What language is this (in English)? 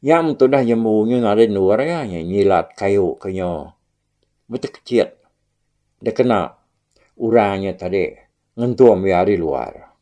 Iban